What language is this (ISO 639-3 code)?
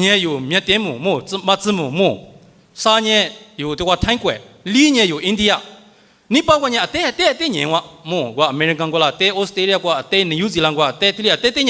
lis